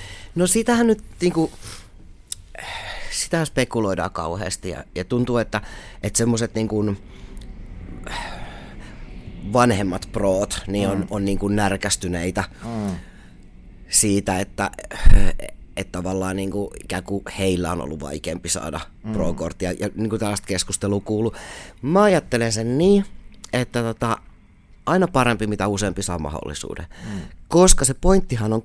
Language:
Finnish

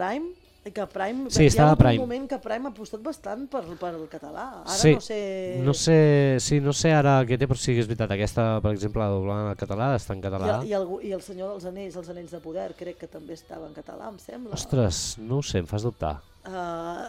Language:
Catalan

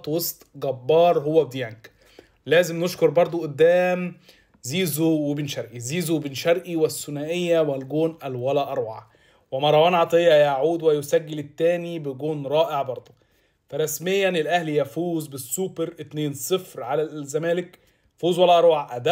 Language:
Egyptian Arabic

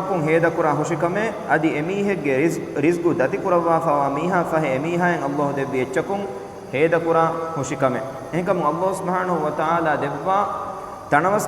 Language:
Divehi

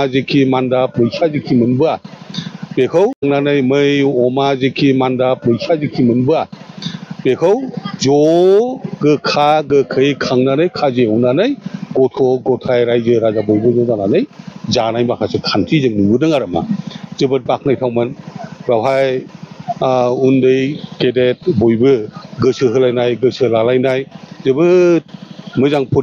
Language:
Bodo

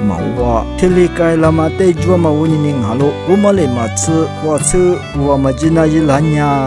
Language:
Lisu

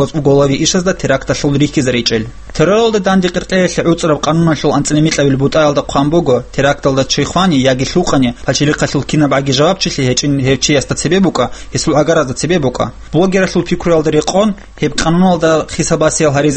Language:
Avaric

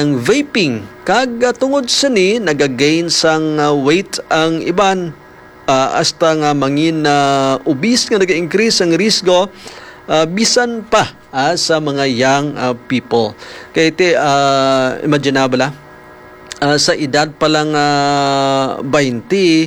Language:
Hiligaynon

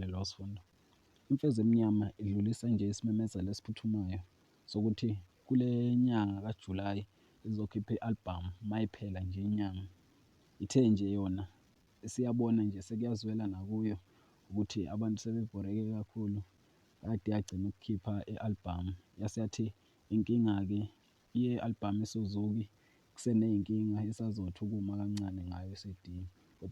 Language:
Zulu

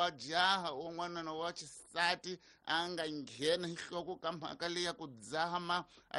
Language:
Tsonga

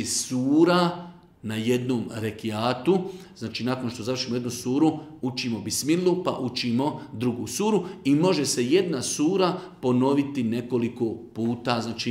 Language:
Bosnian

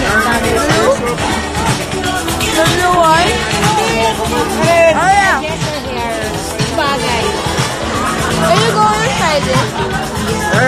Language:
Filipino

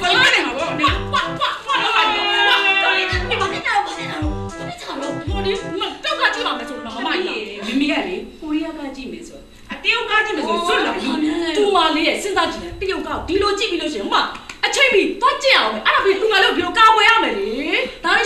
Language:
Burmese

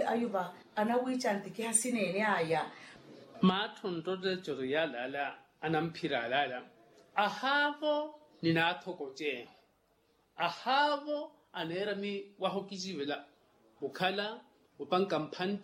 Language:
Makhuwa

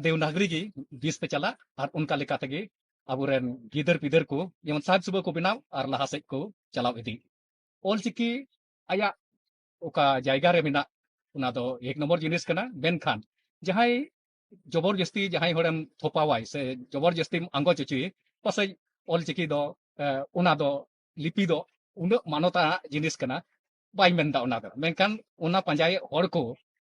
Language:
Santali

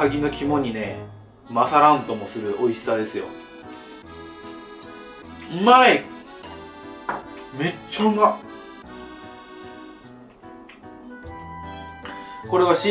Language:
Japanese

